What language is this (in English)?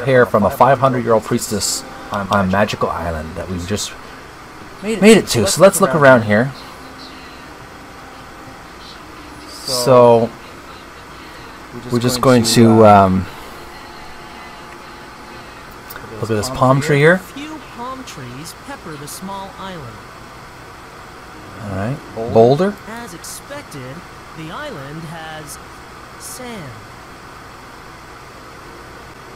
English